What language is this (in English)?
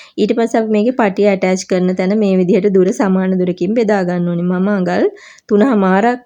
Sinhala